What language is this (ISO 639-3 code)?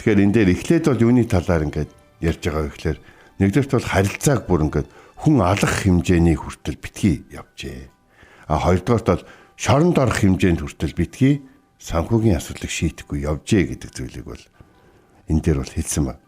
mon